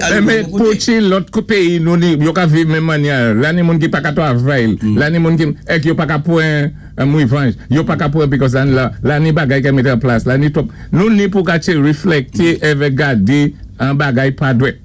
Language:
Saint Lucian Creole French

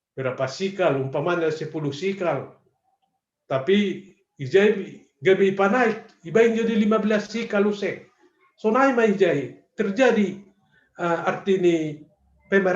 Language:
Batak Simalungun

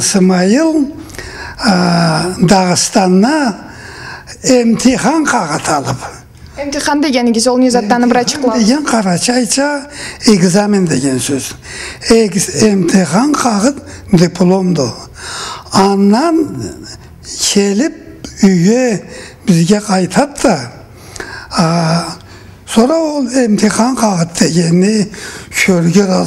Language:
Karachay-Balkar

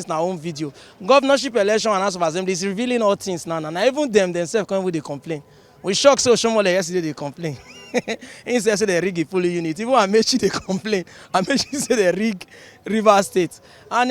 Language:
Nigerian Pidgin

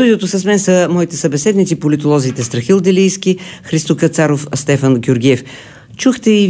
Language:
Bulgarian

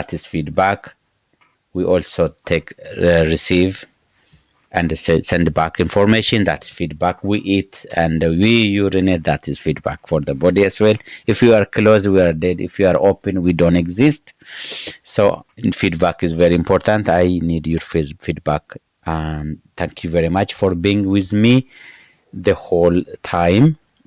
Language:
English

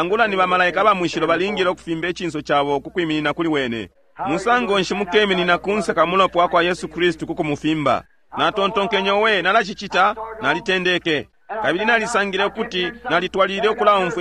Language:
Bemba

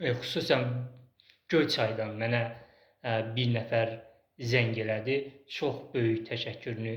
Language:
Azerbaijani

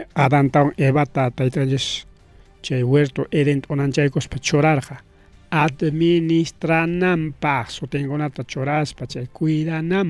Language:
Ayacucho Quechua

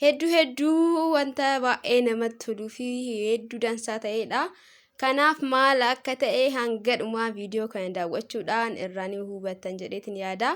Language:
Oromo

